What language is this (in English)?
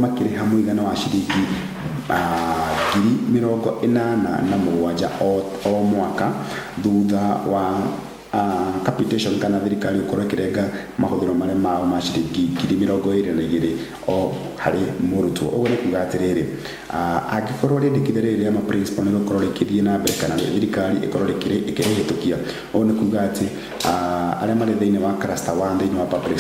Kikuyu